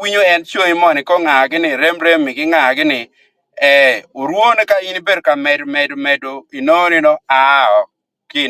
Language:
Acoli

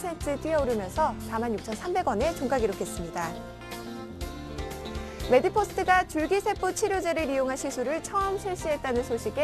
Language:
Korean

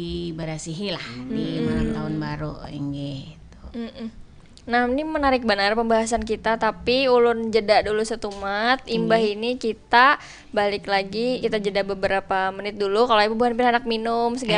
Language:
Banjar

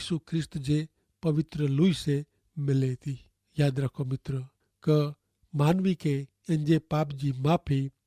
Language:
Kachhi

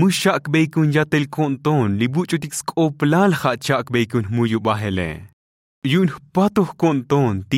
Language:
Tzotzil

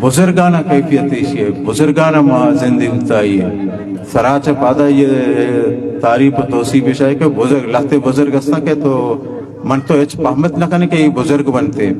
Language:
Eastern Balochi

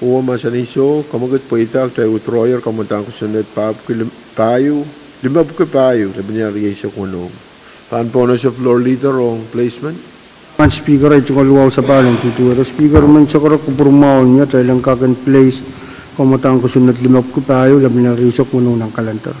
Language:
Pohnpeian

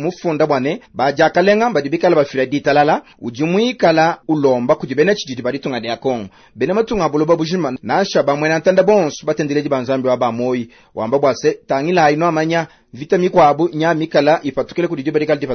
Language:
Luba-Lulua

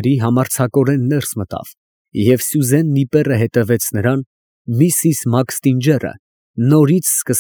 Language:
Armenian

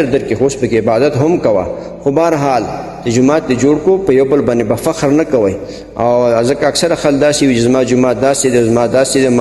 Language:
Pashto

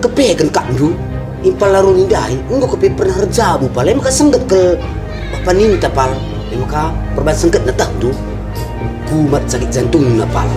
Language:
Batak Karo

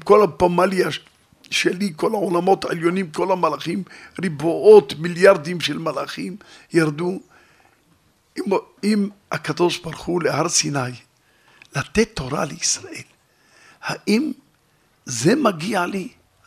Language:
Hebrew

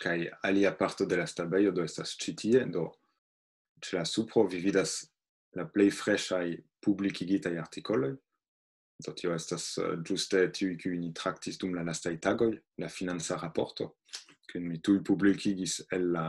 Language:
Esperanto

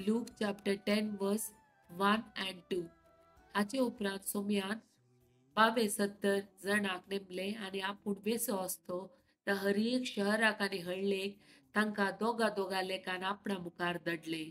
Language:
Konkani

